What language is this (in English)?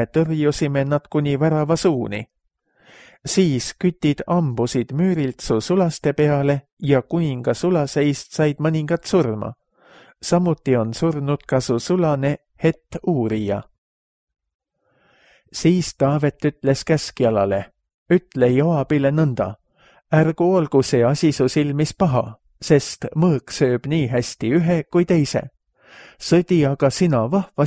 Estonian